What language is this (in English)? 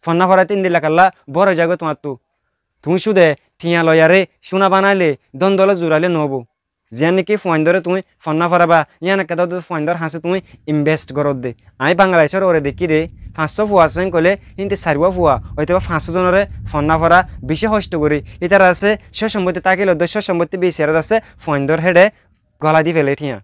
Rohingya